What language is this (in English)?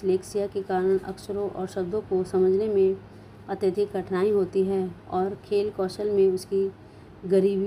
Hindi